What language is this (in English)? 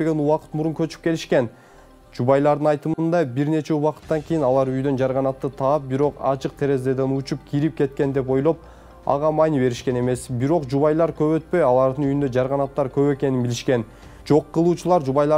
Kyrgyz